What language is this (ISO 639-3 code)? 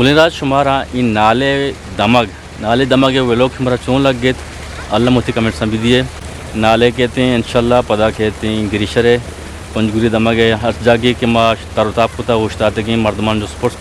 bgp